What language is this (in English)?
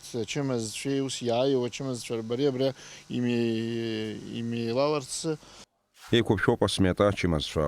Abkhazian